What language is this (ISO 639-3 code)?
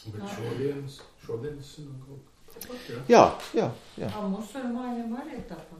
lav